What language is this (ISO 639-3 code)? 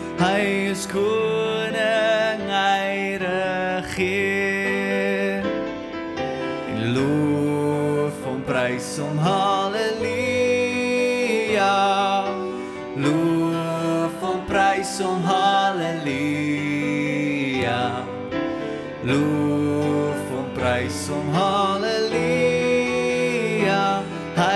afr